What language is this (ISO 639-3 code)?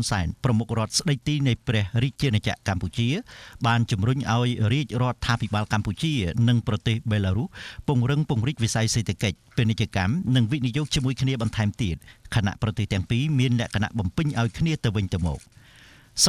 khm